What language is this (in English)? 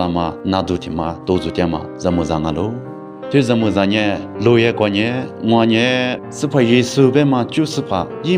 Lisu